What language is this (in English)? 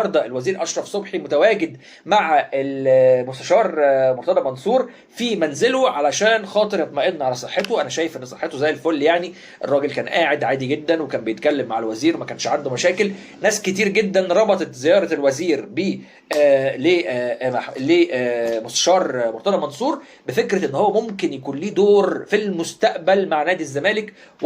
Egyptian Arabic